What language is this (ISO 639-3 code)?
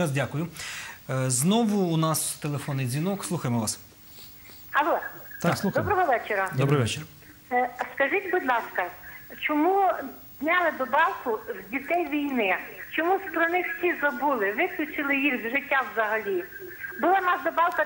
ukr